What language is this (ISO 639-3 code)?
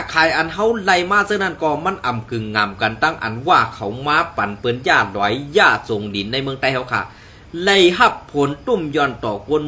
shn